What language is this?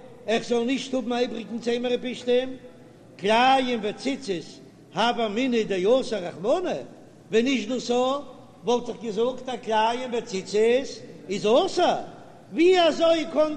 Yiddish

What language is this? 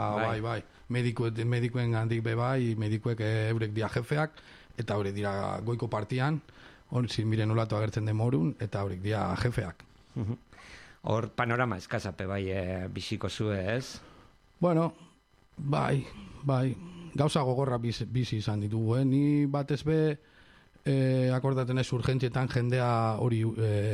Basque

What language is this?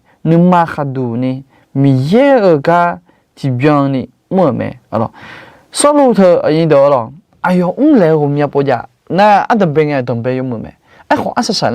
Akha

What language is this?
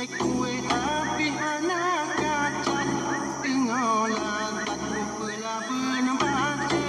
Achinese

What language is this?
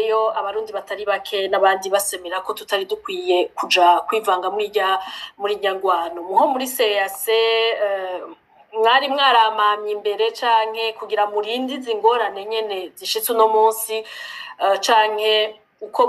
Rundi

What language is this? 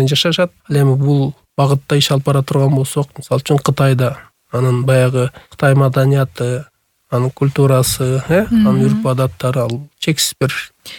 Kyrgyz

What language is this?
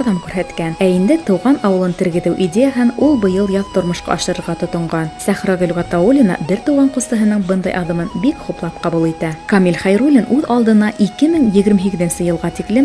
Bashkir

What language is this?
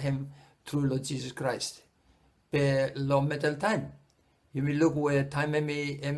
Bislama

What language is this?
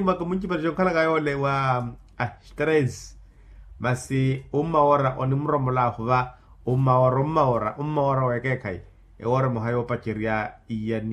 Makhuwa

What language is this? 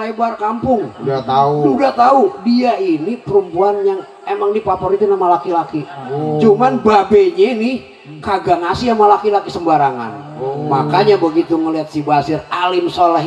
Betawi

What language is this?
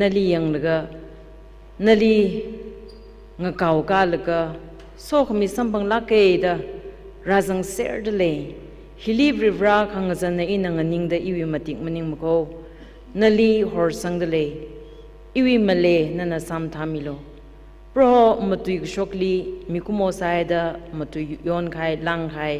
Tangkhul Naga (India)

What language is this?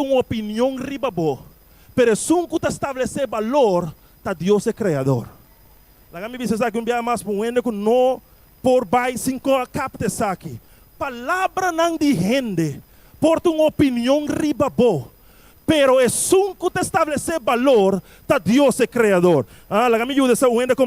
Papiamento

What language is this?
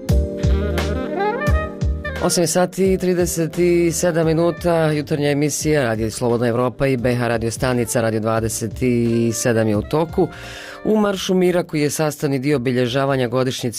Bosnian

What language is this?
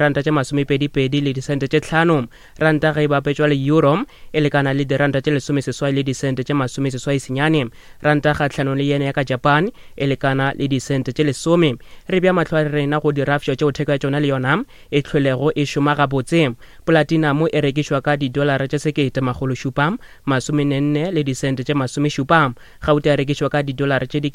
Northern Sotho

